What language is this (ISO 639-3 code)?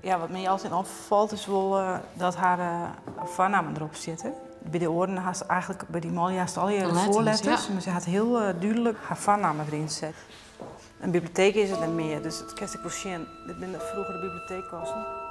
fry